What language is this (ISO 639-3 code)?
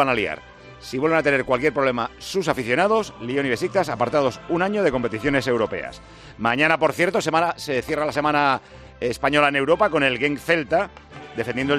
spa